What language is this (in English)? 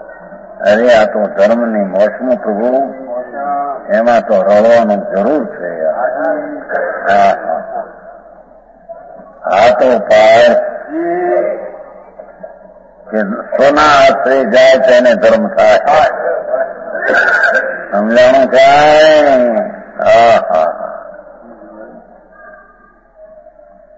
Gujarati